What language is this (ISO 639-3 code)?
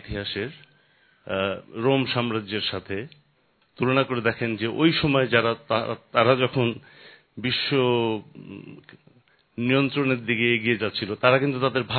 ben